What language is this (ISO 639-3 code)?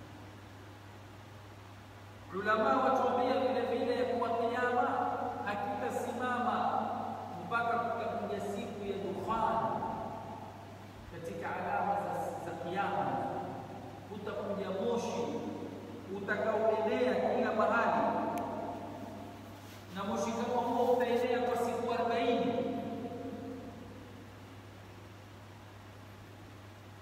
swa